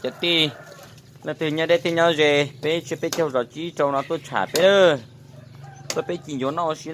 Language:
Hmong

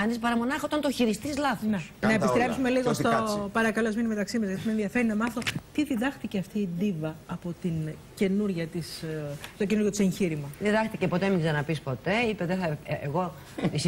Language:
Greek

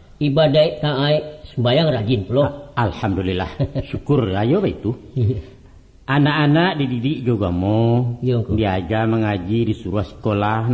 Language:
Minangkabau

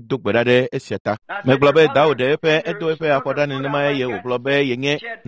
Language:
Ewe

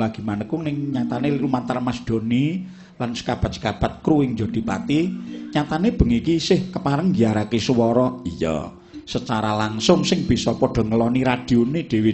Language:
Javanese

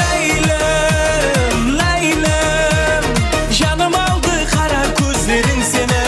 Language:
Kara-Kalpak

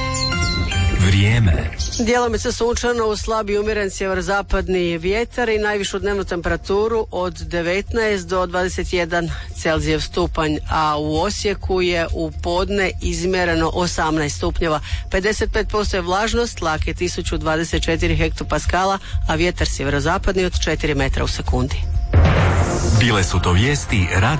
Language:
Croatian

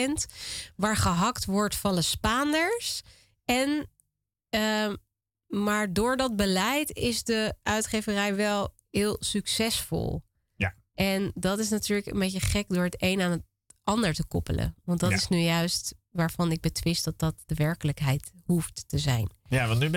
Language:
Dutch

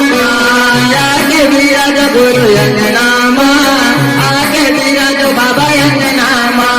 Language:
Chhattisgarhi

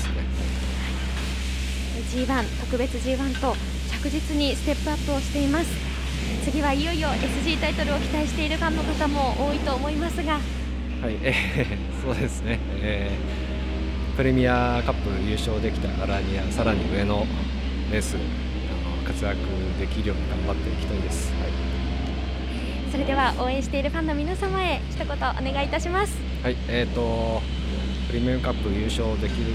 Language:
Japanese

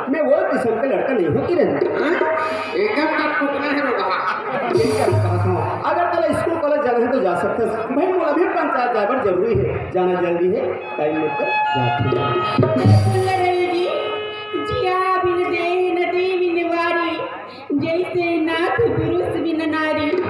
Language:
Chhattisgarhi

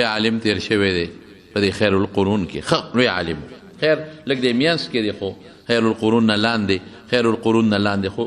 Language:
Pashto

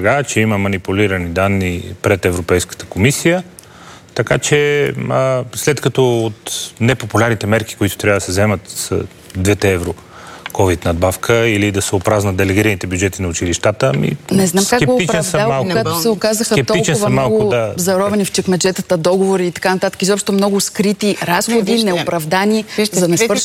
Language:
Bulgarian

